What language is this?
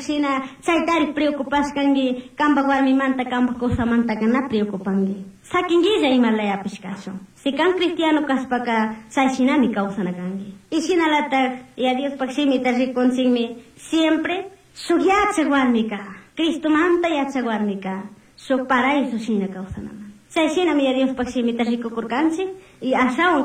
Chimborazo Highland Quichua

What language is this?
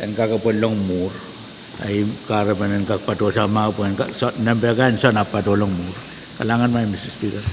Pohnpeian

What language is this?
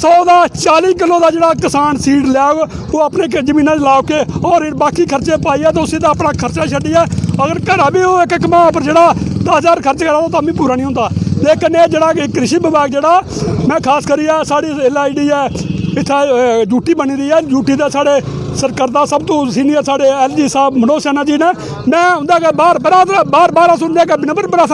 Dogri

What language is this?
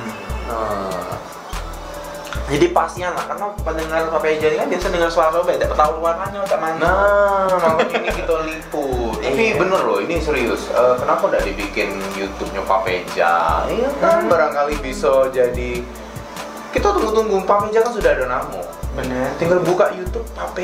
Indonesian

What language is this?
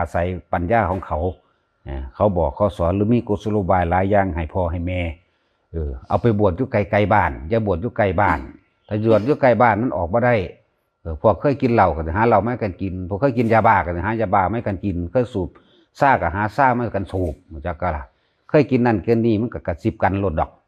Northeastern Thai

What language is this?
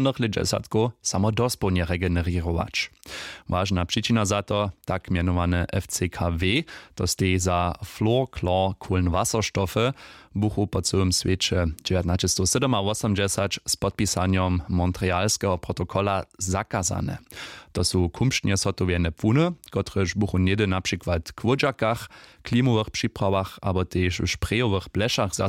Upper Sorbian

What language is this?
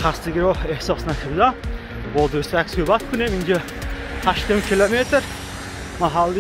Tajik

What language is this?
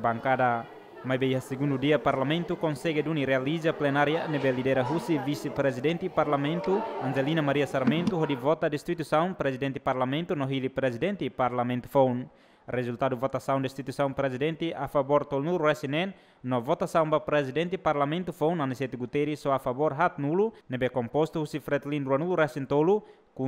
Tetum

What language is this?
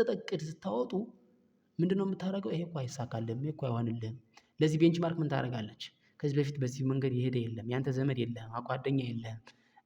Amharic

